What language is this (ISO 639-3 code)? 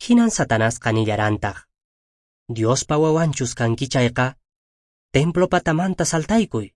que